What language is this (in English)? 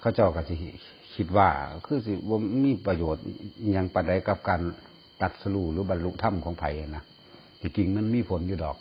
Northeastern Thai